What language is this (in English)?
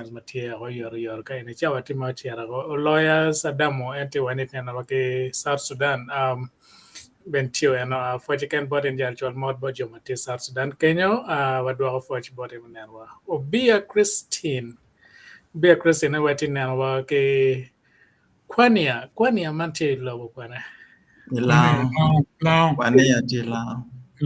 Acoli